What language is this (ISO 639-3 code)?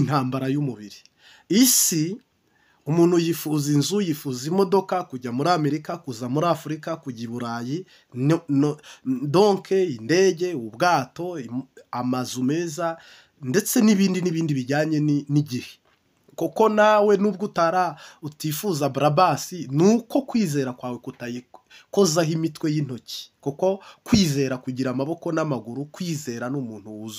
kin